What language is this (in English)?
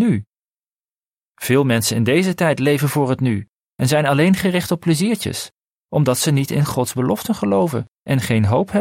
Dutch